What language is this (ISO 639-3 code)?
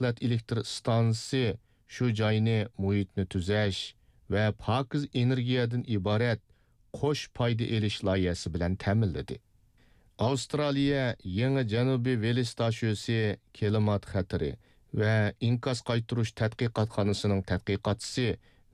uig